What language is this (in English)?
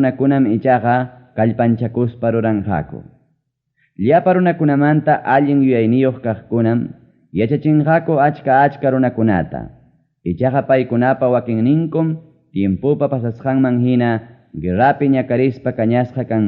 Ayacucho Quechua